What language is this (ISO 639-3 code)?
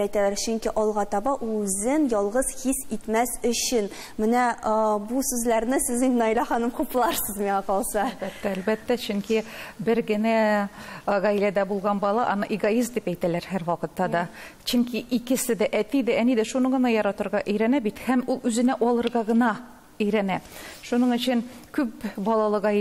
tat